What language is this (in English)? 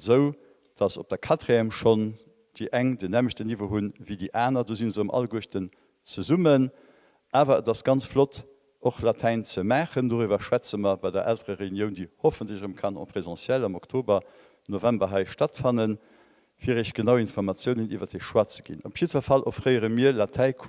Luxembourgish